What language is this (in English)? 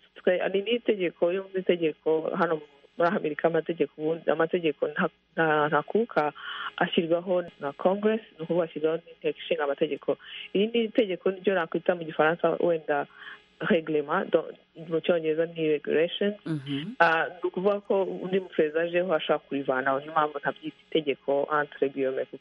Kinyarwanda